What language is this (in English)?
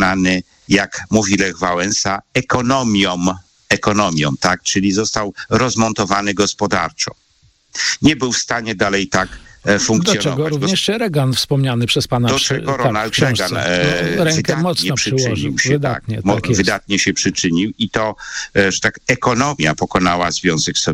Polish